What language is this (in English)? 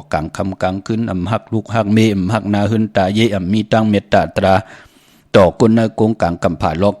Shan